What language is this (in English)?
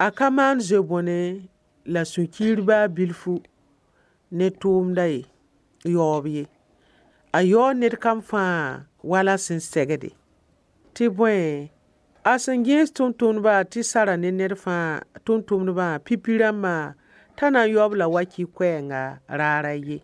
Mossi